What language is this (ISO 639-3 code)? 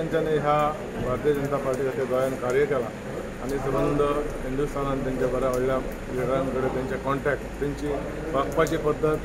kok